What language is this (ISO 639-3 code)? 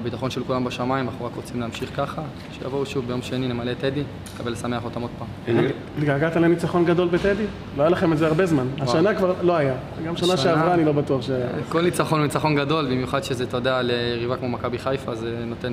heb